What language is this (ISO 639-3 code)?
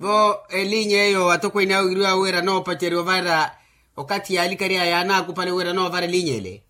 vmw